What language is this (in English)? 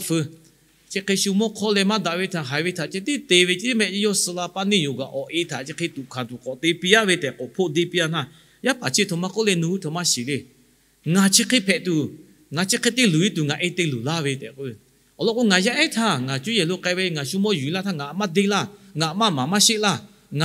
Lahu